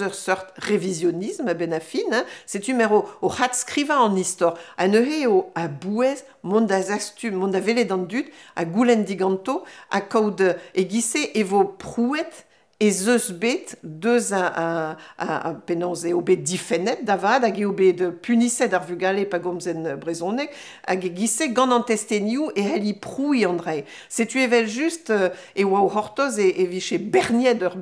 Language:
Breton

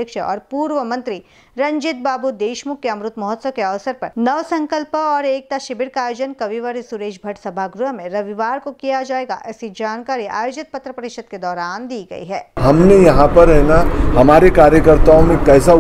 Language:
Hindi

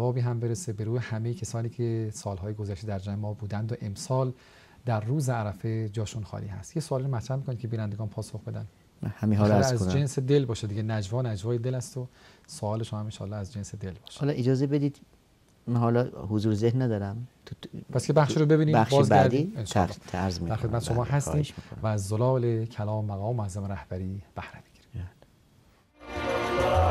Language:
Persian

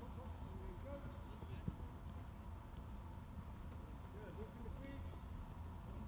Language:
Danish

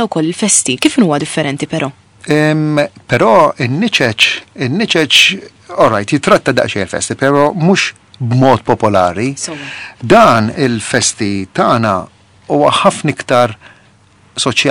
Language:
Maltese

